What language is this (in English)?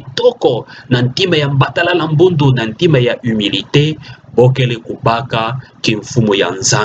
Kituba (Democratic Republic of Congo)